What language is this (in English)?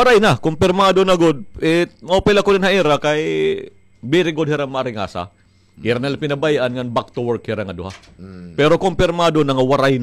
Waray